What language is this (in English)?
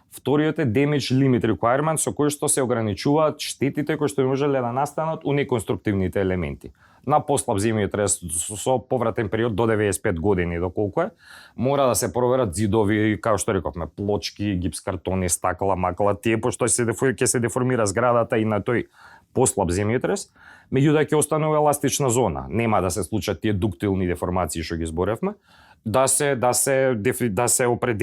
Macedonian